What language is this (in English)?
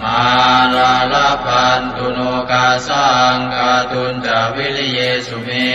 Pali